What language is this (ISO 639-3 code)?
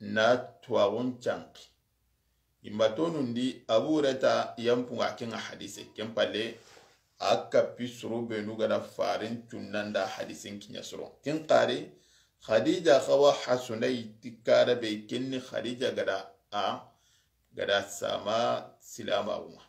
snk